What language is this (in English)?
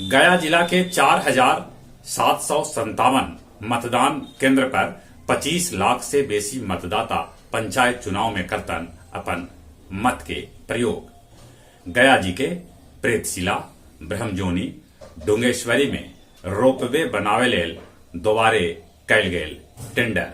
Magahi